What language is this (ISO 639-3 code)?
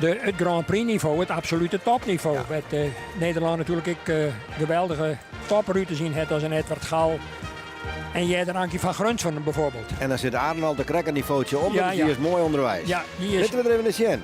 fry